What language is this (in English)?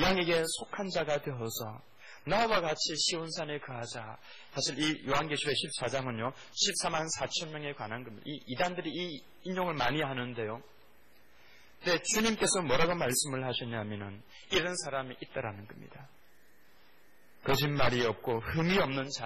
Korean